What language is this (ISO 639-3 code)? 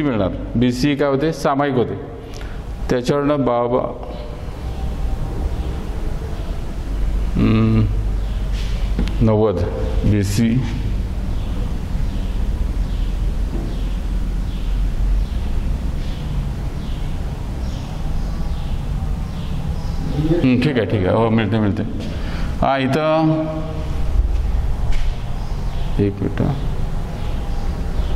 mar